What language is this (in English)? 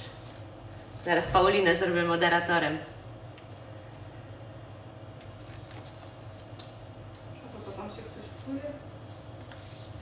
Polish